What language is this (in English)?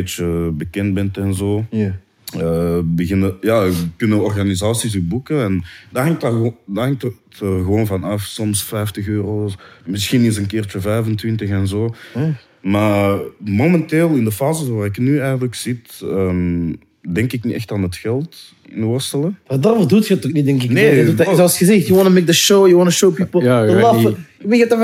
Dutch